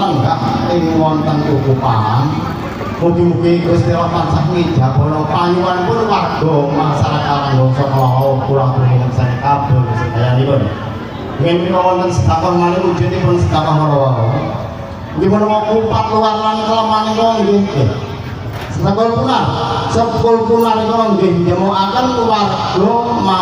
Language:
Javanese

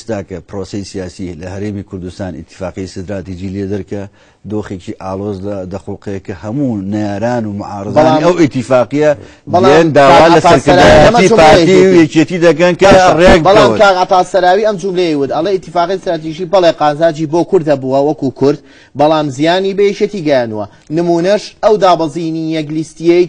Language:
Central Kurdish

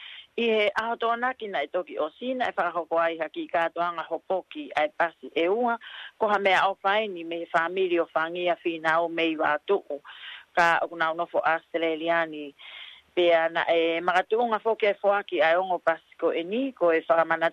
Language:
Tongan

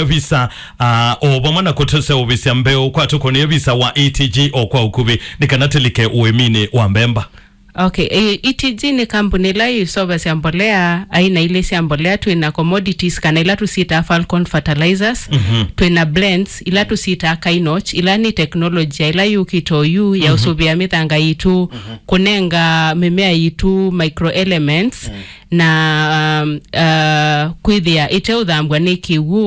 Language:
Kamba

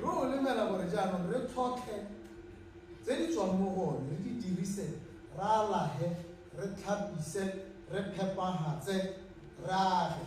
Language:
Tswana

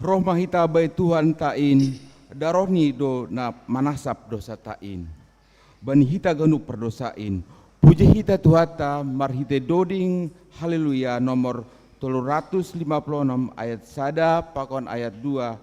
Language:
Batak Simalungun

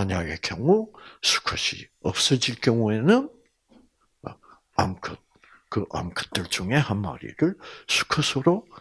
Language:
Korean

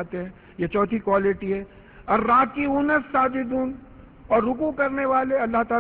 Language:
Urdu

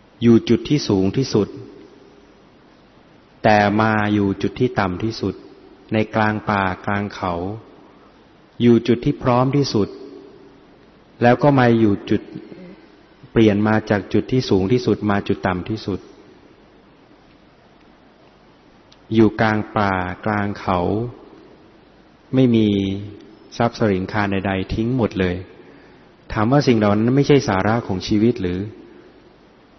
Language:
Thai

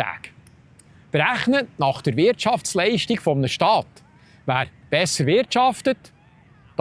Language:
Swiss German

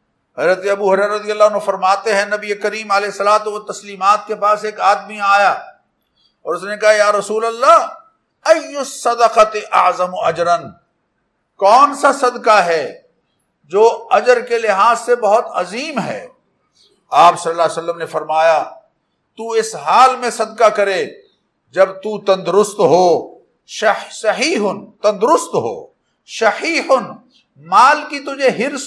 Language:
Urdu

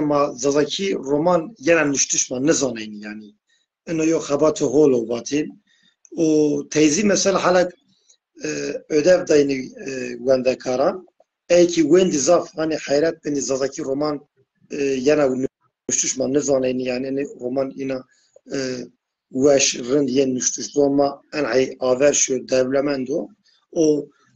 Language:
Zaza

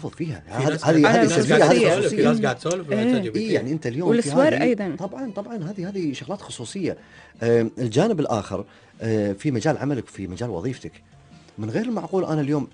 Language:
Gulf Arabic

